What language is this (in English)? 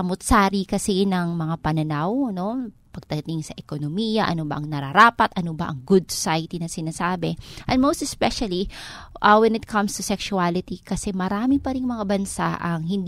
Filipino